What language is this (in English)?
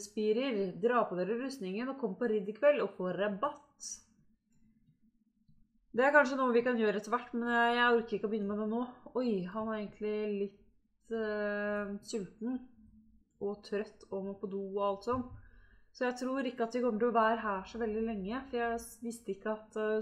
Norwegian